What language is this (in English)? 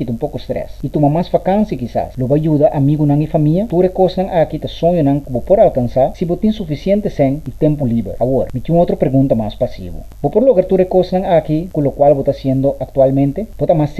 Papiamento